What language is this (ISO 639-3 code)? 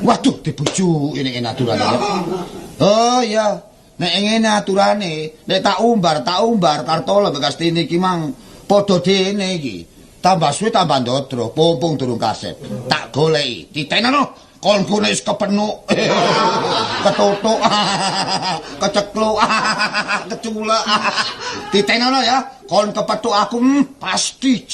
jav